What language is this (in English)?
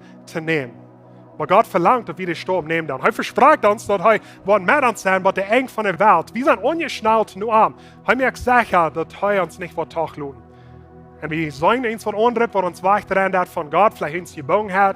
Plautdietsch